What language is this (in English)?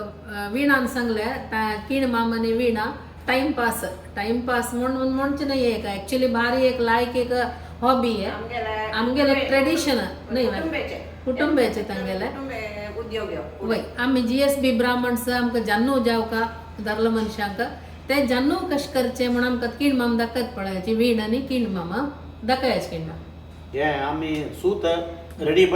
Konkani